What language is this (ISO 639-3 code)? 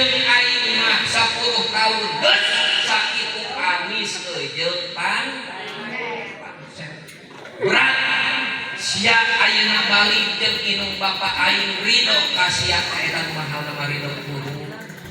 sun